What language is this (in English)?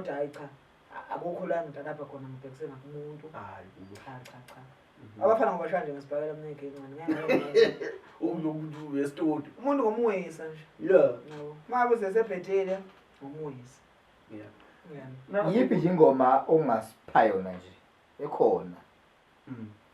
Zulu